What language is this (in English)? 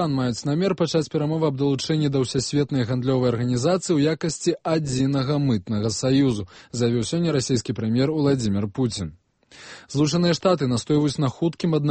Belarusian